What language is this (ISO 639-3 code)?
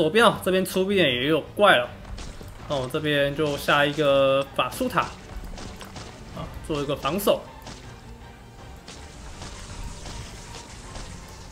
zho